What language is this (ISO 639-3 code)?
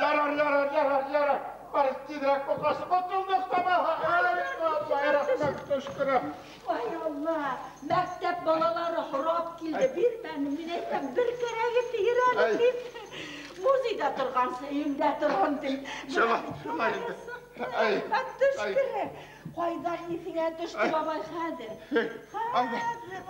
bak